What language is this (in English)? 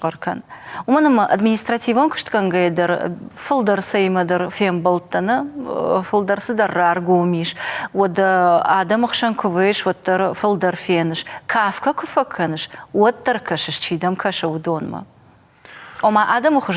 Ossetic